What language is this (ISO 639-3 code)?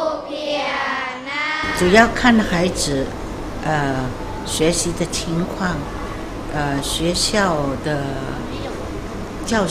zho